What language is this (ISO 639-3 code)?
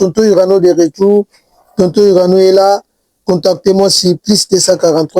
lin